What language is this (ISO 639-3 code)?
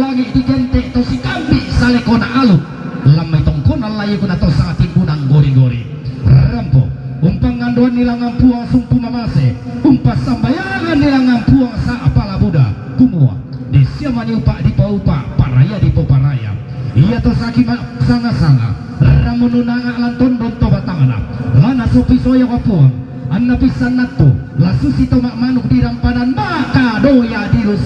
sda